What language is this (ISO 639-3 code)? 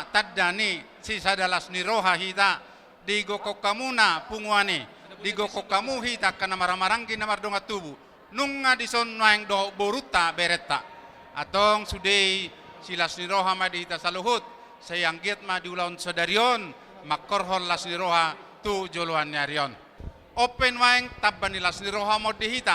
bbc